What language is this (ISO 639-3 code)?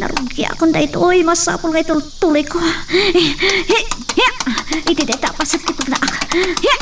ilo